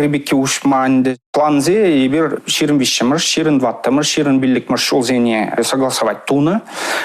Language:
Chuvash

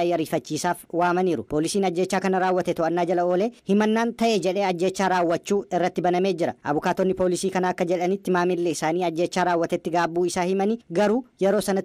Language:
Oromo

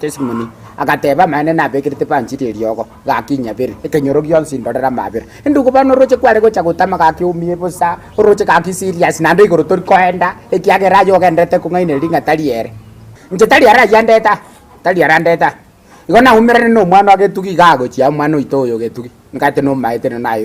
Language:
Gusii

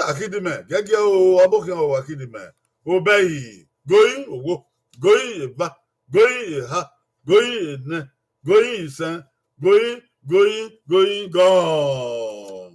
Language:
Bini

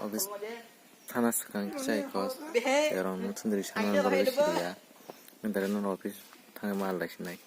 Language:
Kok Borok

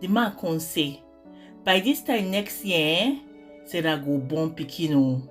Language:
Nigerian Pidgin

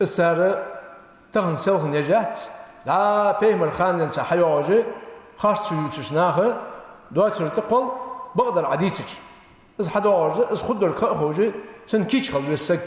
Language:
Ingush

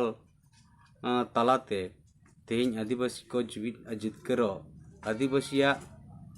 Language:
Santali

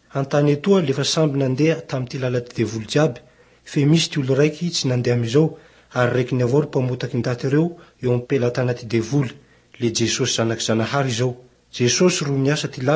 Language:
Malagasy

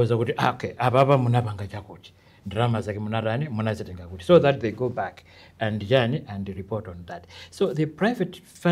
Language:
Nyanja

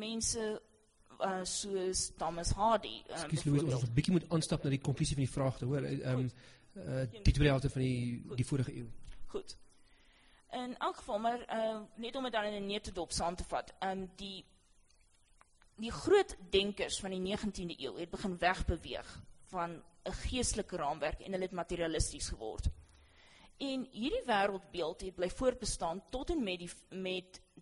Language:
Afrikaans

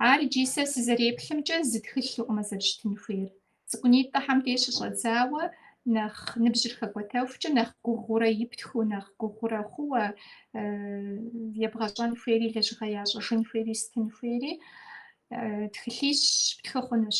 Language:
Kabardian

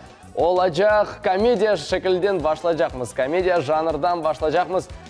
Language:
Crimean Tatar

